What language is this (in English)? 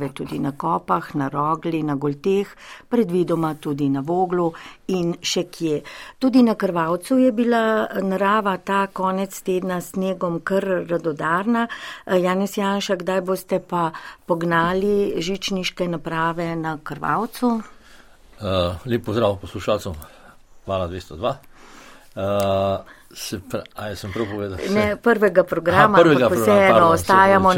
Slovenian